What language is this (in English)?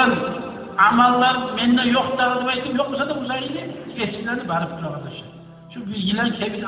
Kumyk